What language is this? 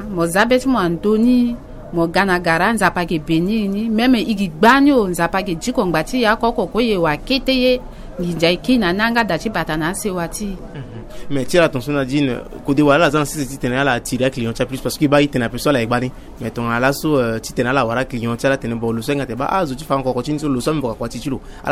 Sango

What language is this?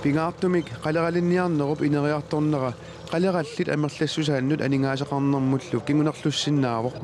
Kalaallisut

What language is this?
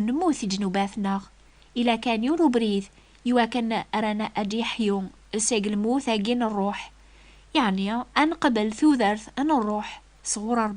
Kabyle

